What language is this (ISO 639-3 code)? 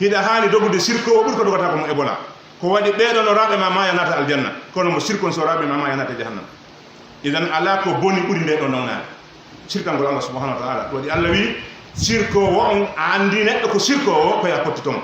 fuf